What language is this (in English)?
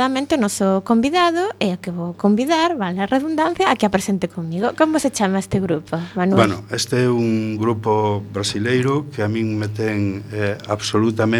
Galician